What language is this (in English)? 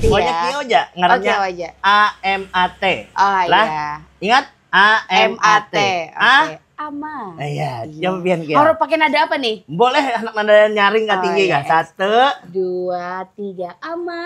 Banjar